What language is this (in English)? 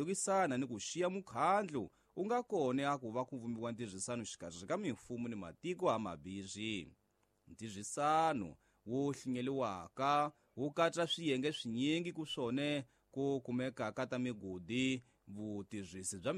Tsonga